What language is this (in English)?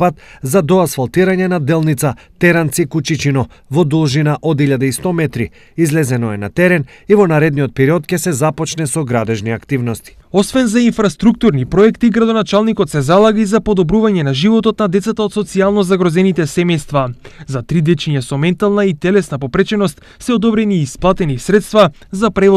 Macedonian